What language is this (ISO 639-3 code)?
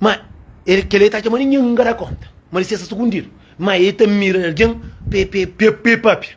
kea